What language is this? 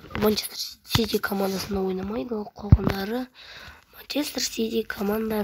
Kazakh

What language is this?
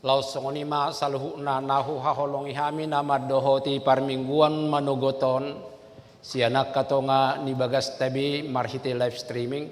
Batak Toba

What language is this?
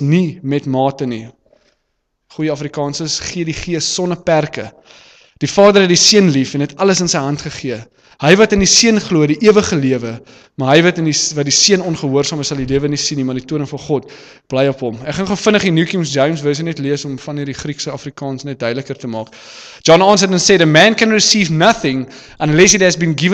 Afrikaans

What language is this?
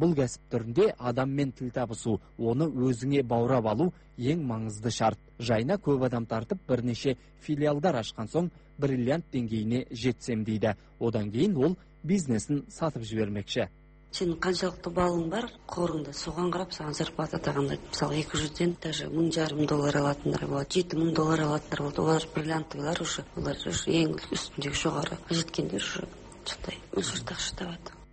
Kazakh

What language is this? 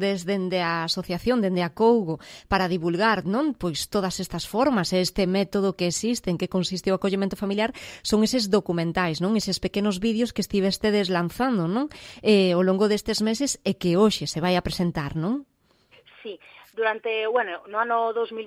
Galician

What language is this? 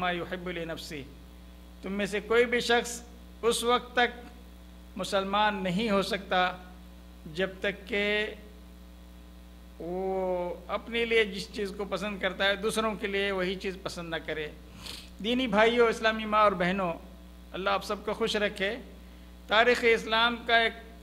Urdu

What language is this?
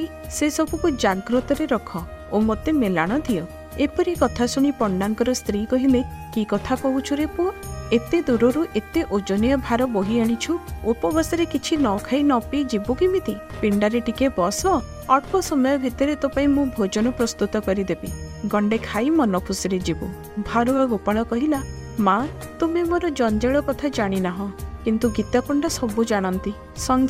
Odia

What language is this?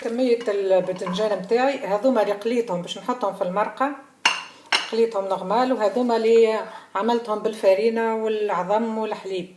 Tunisian Arabic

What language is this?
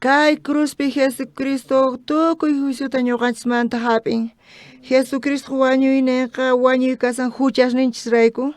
South Bolivian Quechua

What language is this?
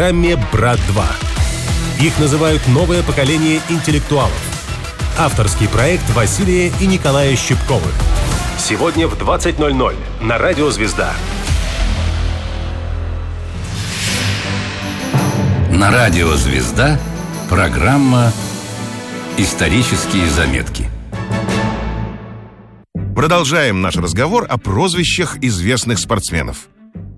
Russian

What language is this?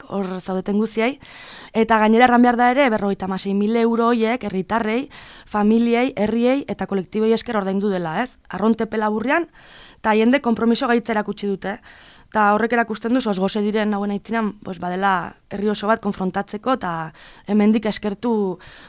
Basque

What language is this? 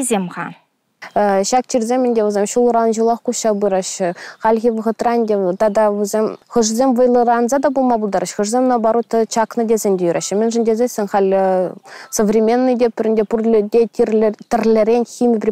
Chuvash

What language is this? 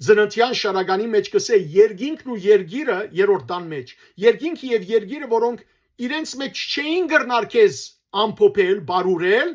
Western Armenian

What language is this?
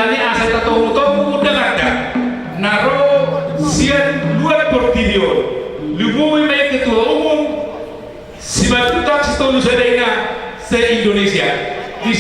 Batak Toba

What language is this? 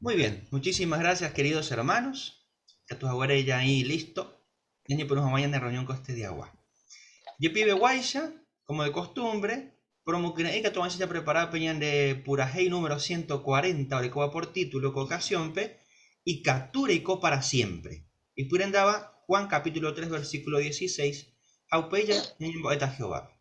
Guarani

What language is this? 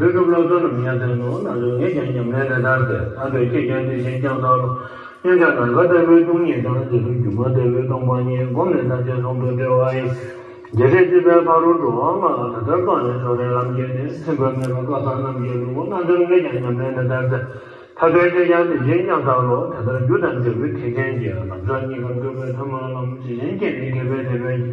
Tibetan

